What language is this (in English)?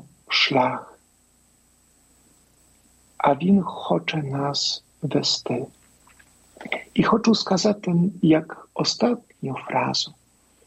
Ukrainian